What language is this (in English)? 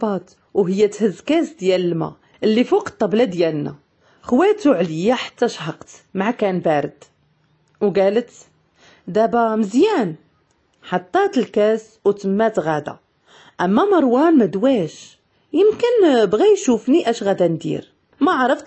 Moroccan Arabic